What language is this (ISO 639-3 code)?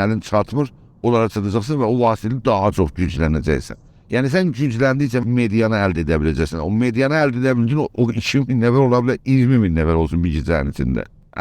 azb